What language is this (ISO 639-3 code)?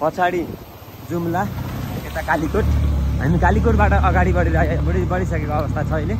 nep